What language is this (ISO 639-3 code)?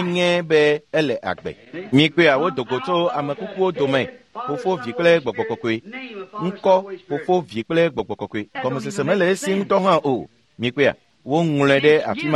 ewe